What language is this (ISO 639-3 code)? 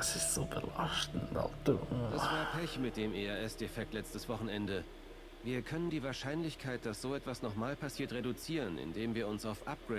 gsw